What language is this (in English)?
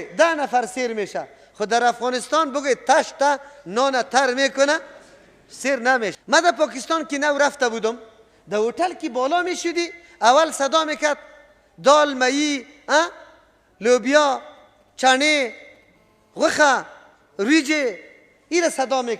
Persian